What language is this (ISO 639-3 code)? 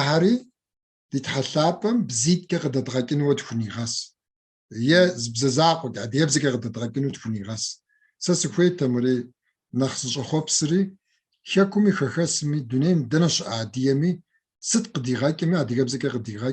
kbd